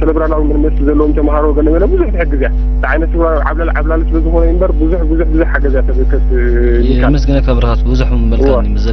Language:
Tigrinya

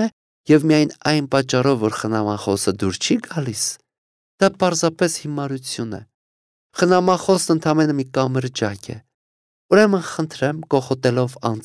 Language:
Armenian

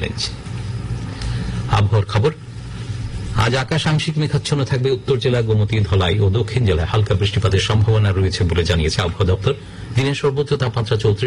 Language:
Bangla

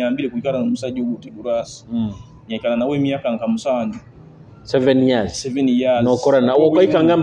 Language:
Nyoro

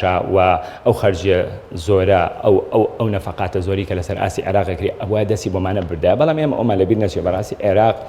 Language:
Central Kurdish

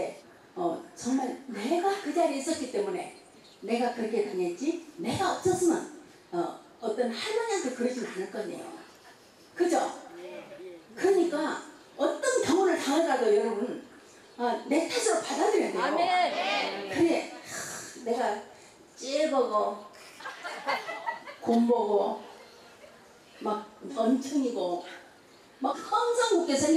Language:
Korean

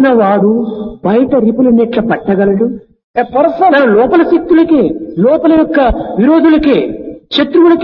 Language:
Telugu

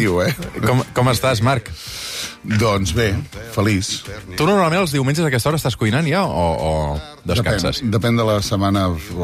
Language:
Catalan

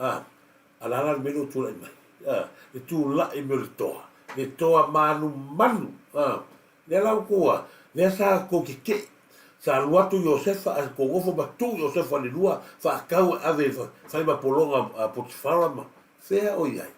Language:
Samoan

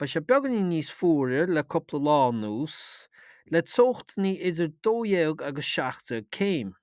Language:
Irish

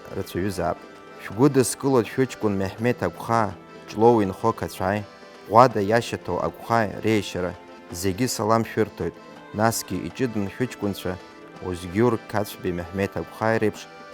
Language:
Abkhazian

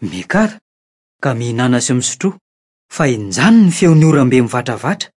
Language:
Malagasy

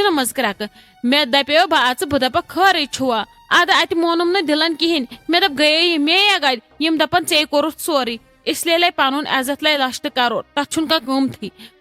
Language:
Kashmiri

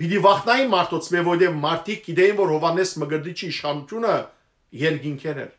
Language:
Western Armenian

